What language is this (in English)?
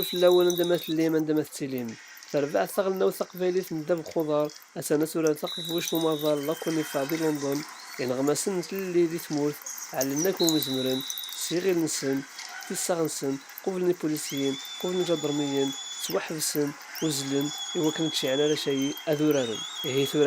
Kabyle